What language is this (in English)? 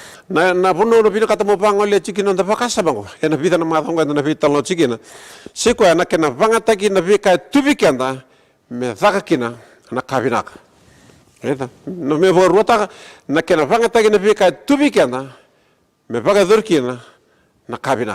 Fijian